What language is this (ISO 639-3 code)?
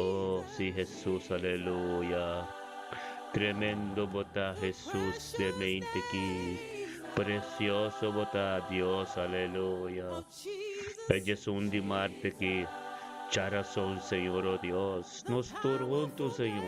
pap